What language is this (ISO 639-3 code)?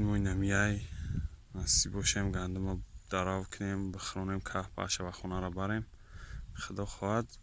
tgk